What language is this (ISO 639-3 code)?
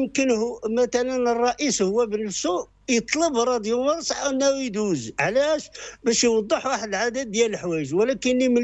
ary